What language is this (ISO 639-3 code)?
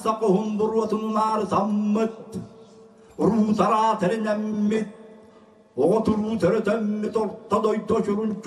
sah